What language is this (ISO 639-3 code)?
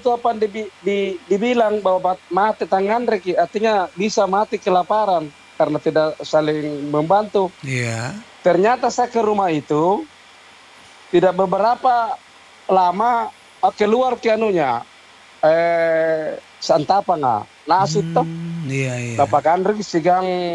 ind